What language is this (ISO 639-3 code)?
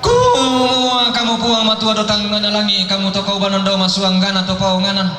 sda